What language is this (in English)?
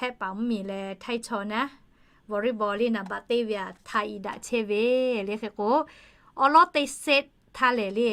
Lahu